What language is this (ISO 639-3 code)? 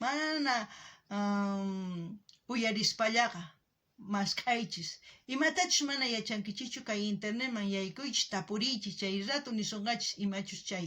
quh